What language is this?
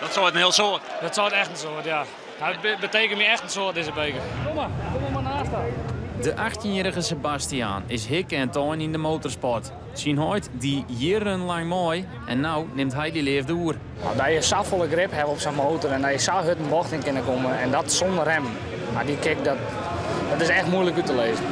Western Frisian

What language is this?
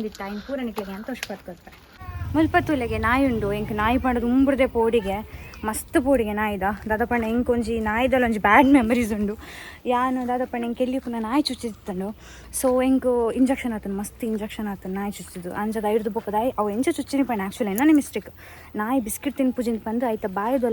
Tulu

